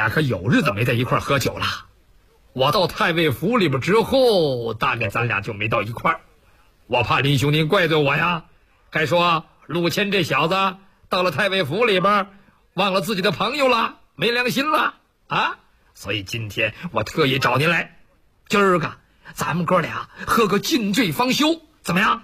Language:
Chinese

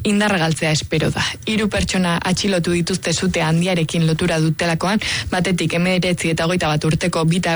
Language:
Basque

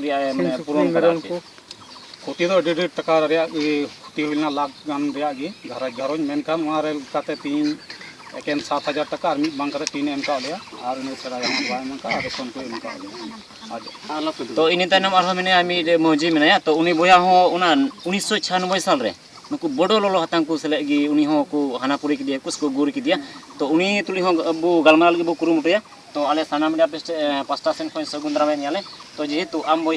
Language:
Santali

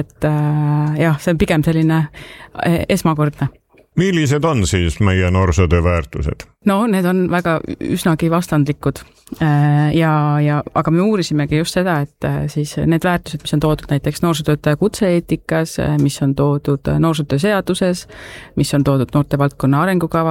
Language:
Estonian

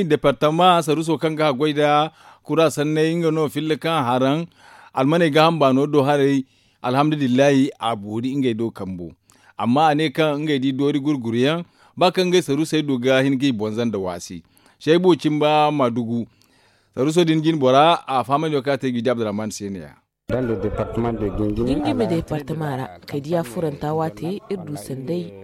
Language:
Zarma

